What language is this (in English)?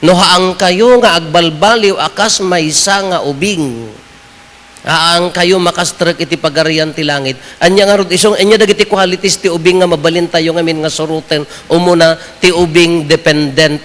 Iloko